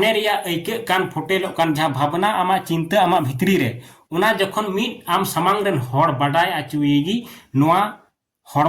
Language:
Santali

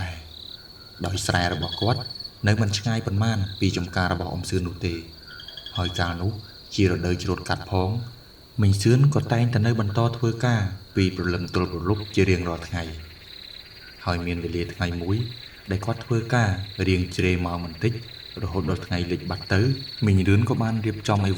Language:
Khmer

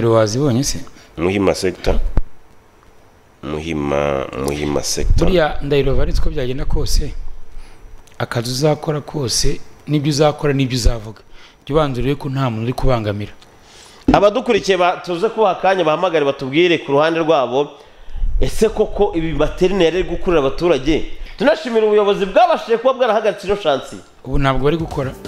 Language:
Kinyarwanda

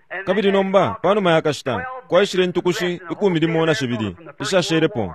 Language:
Bemba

